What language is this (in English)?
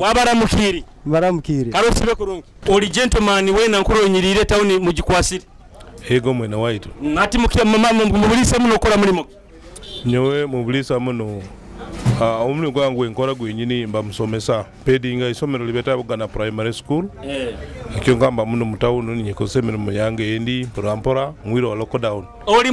Nyoro